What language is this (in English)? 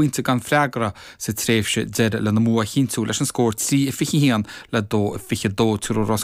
Irish